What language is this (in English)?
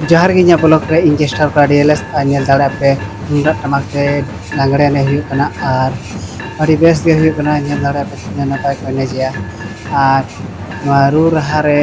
Santali